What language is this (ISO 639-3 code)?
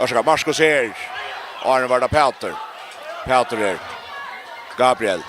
fao